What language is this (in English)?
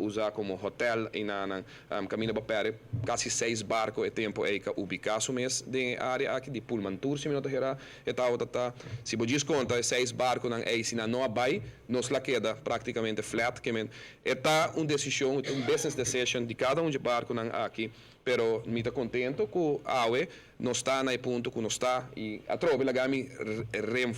Papiamento